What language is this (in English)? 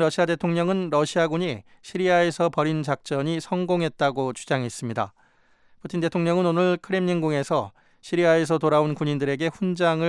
Korean